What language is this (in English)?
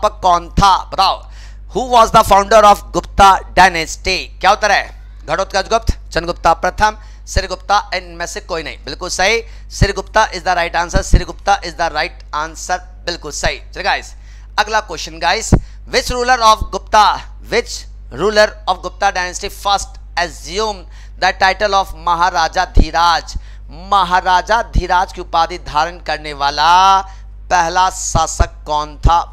Hindi